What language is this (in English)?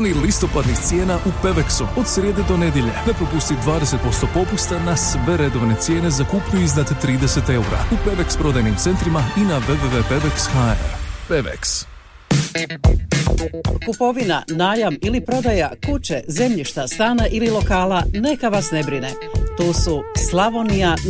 Croatian